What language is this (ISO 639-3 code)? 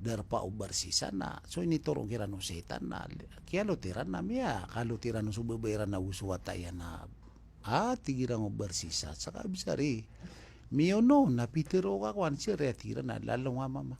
mrw